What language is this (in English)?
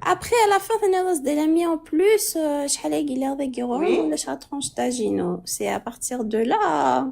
Kabyle